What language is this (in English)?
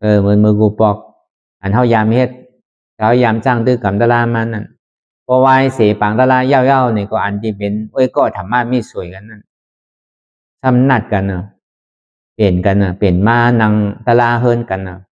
Shan